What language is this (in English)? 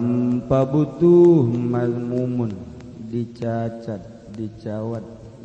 Sundanese